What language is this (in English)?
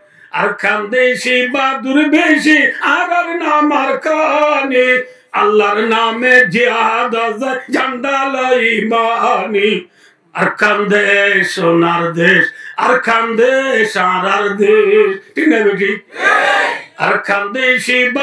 Rohingya